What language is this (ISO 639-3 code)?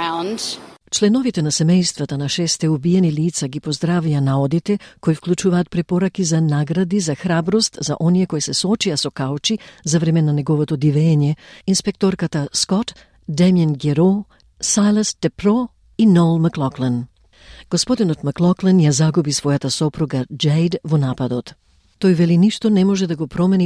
mkd